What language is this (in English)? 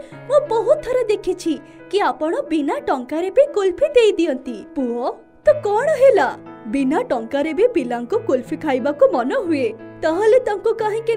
Odia